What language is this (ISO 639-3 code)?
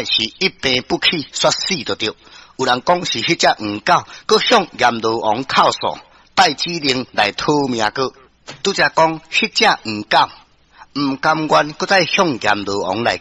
nan